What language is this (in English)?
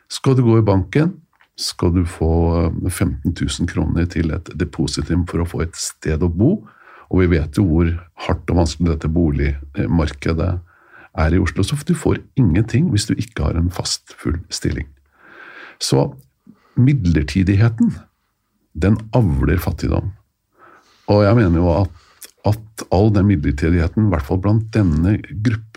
Norwegian